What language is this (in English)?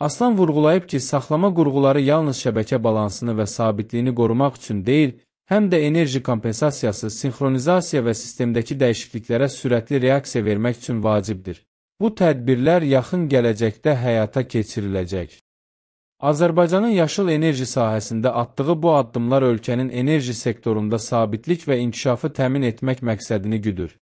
Azerbaijani